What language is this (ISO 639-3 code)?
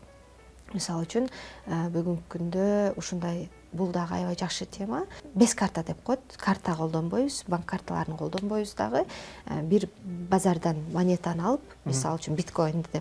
kir